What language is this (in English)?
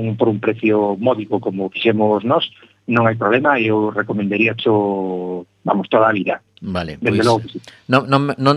Galician